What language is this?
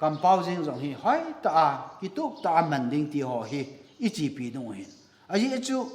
Thado Chin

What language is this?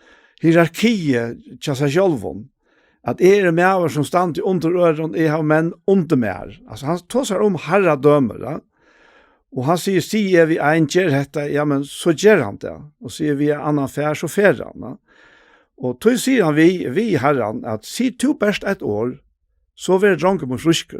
Faroese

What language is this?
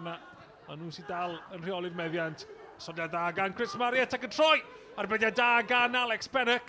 Welsh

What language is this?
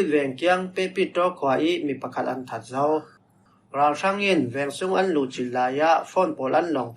Falam Chin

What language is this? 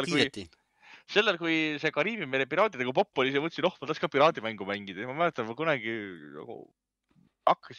Estonian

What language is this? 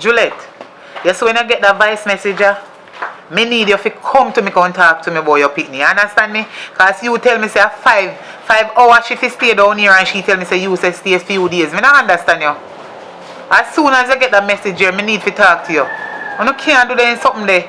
Jamaican Creole English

